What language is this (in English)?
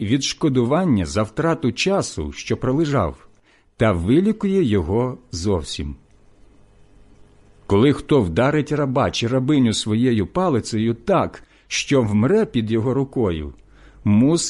Ukrainian